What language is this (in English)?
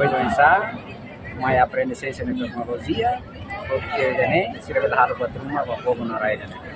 Tetum